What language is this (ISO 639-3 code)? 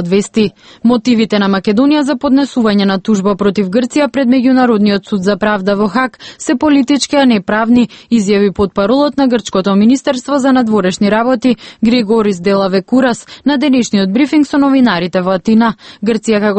mkd